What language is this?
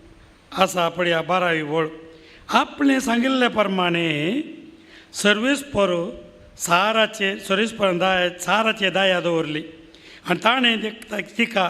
Konkani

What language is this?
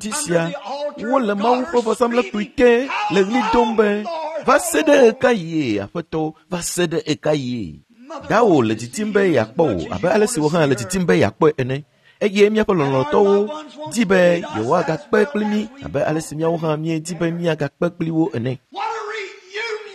Ewe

